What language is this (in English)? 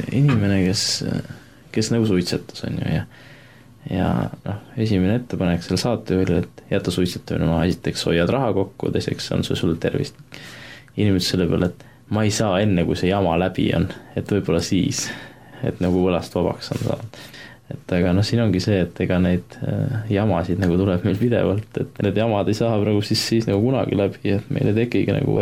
Estonian